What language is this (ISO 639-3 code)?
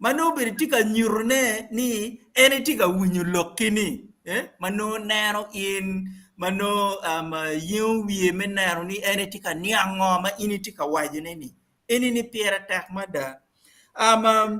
ach